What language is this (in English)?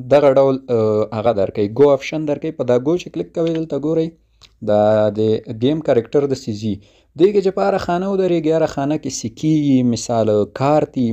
Pashto